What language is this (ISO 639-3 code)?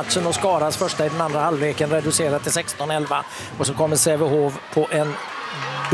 swe